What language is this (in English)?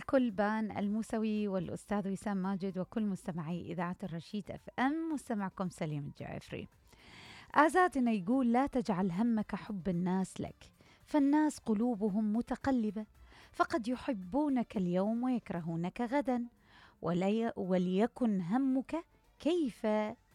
Mesopotamian Arabic